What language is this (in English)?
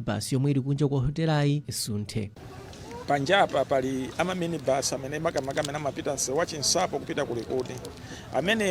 Nyanja